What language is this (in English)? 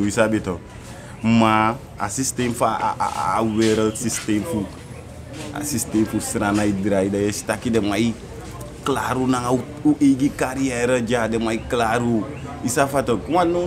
Sranan Tongo